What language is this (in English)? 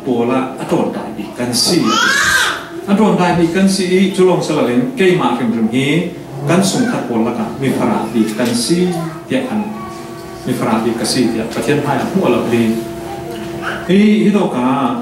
Falam Chin